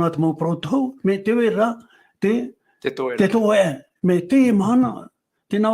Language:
Tahitian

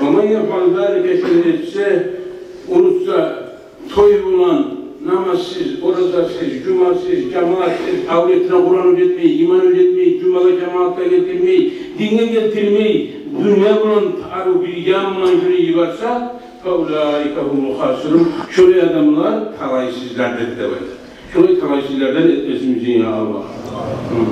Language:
Kumyk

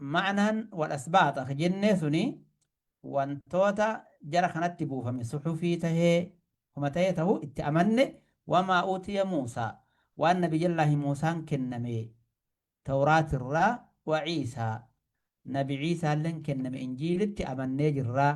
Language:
Oromo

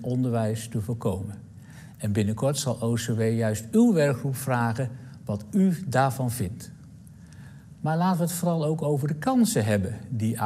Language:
Dutch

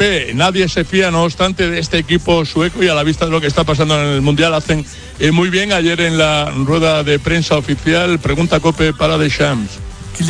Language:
Spanish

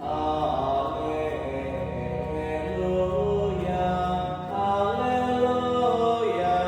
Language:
Batak Karo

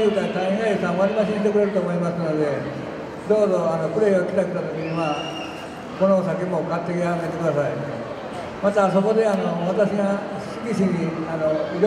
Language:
Japanese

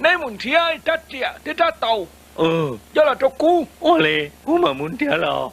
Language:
Hmong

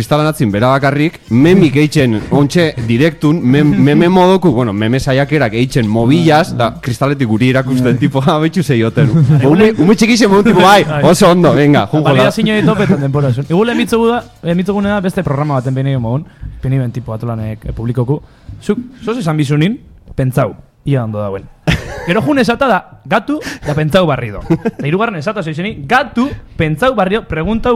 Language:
Basque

